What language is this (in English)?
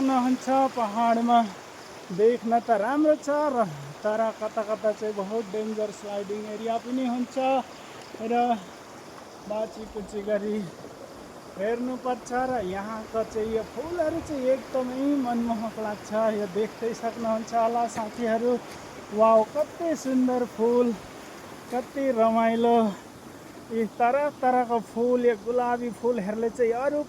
Nepali